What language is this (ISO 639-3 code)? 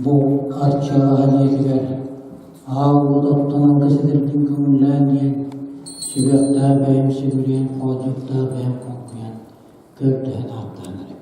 sah